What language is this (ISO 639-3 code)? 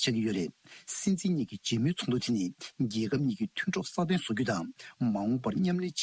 bod